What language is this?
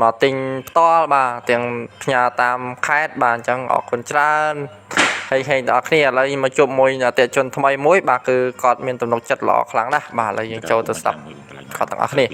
Khmer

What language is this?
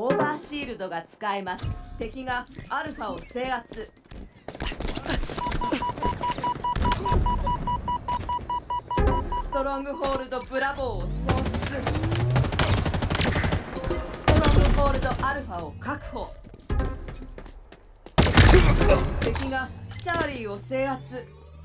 Japanese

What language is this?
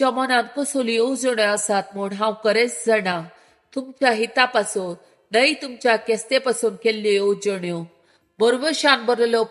Konkani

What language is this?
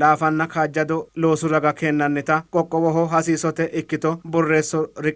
Sidamo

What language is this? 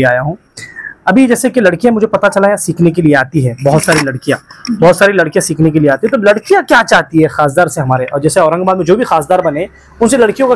Hindi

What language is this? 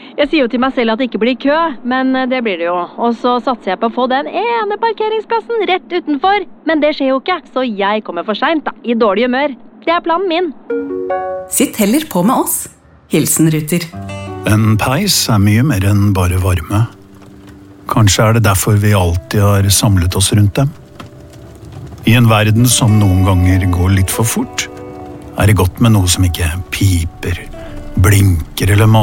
Norwegian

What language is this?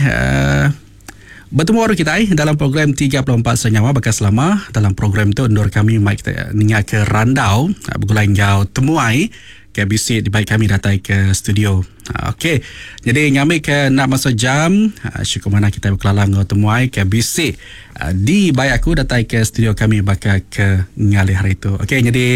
Iban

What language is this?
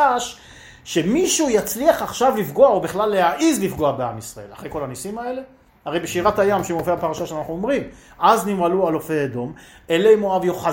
Hebrew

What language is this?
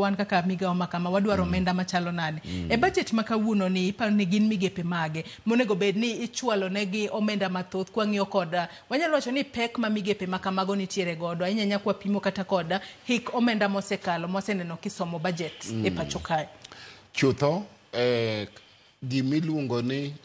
Luo (Kenya and Tanzania)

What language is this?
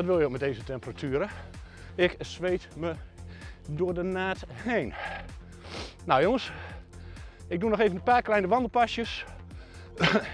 Dutch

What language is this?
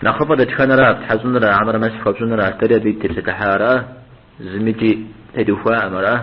Kabardian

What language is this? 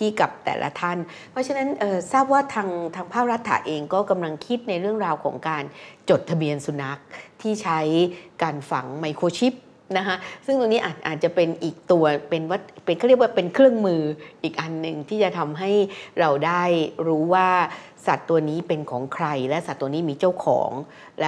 Thai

